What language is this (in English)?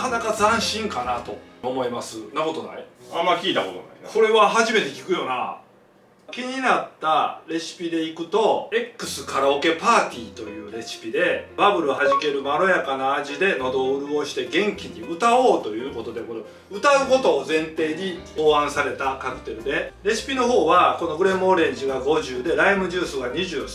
Japanese